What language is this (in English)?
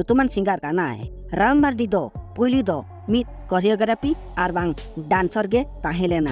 Santali